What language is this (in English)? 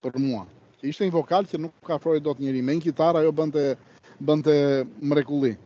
Albanian